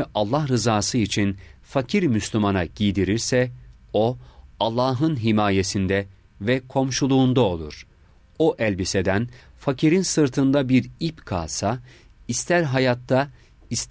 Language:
Turkish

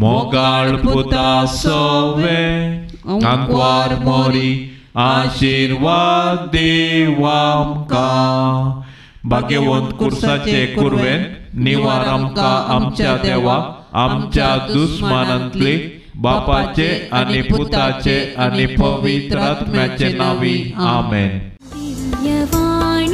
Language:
Konkani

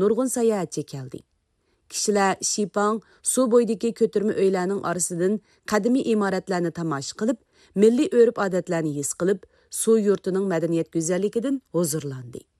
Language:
Uyghur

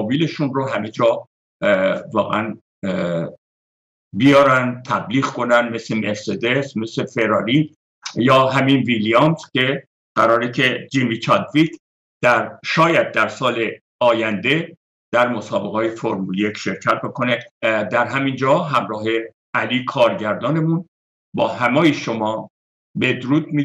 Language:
Persian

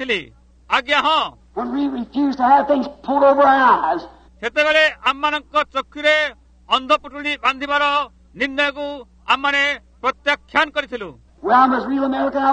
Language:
Odia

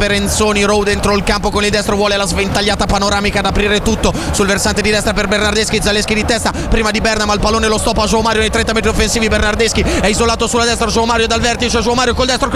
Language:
Italian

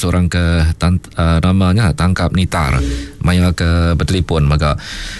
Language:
Iban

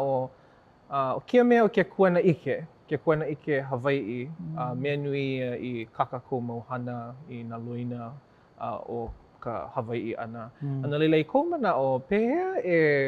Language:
Hawaiian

